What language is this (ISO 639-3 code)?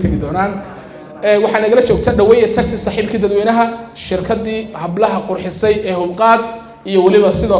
som